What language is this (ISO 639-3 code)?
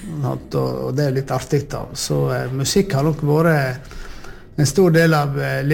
nor